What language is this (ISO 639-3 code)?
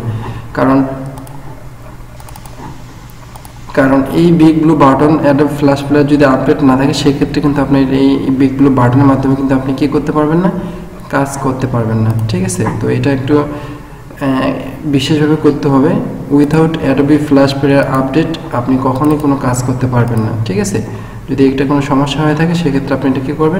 ben